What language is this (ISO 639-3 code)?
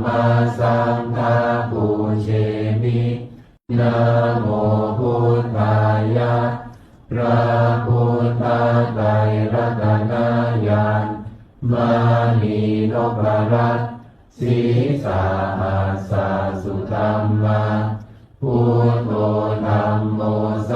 pli